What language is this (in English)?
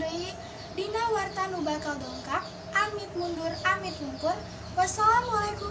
Sundanese